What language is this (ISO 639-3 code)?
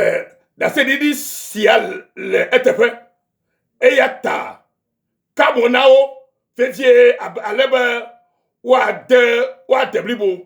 ewe